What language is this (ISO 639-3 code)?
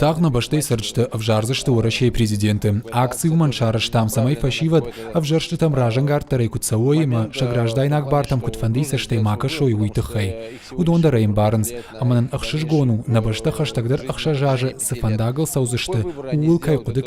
oss